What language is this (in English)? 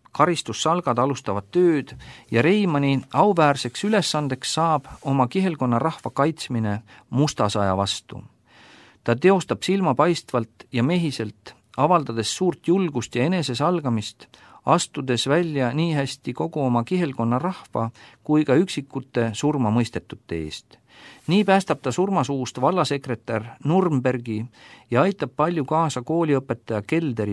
Estonian